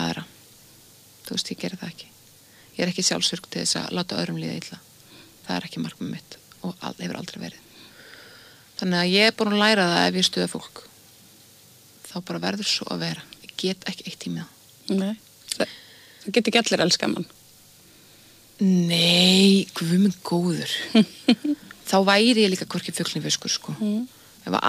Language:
Icelandic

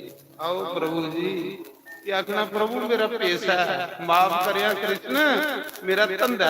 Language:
Dogri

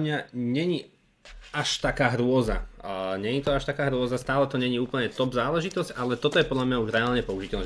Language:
Slovak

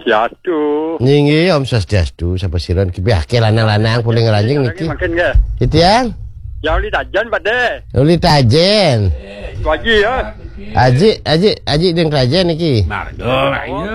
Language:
Balinese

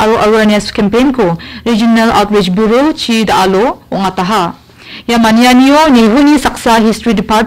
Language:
Garo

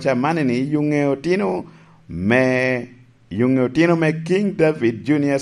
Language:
Lango (Uganda)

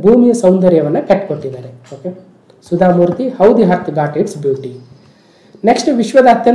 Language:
Kannada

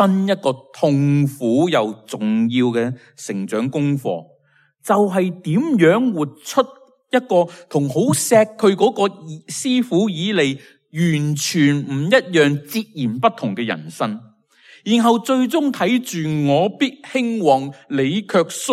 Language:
Cantonese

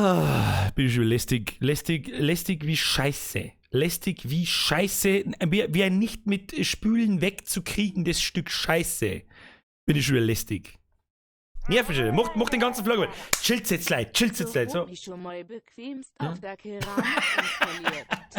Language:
Bavarian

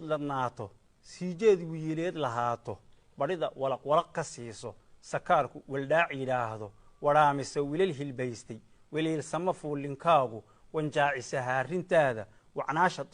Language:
Somali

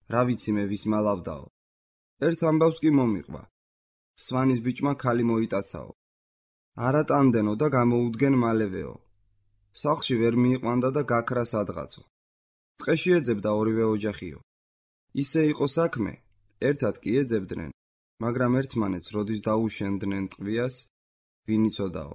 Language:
Georgian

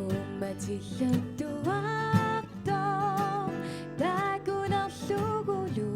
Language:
Kalaallisut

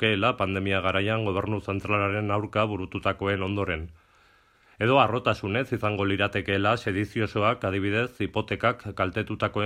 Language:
Basque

